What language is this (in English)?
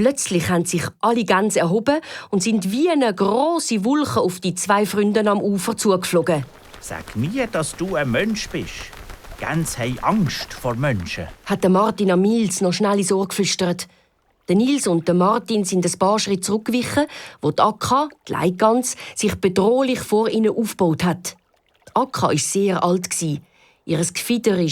Swiss German